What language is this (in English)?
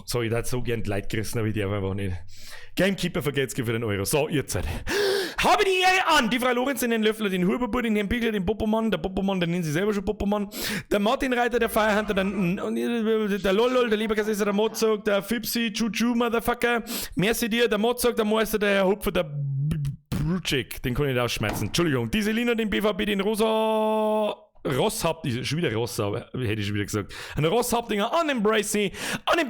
Bavarian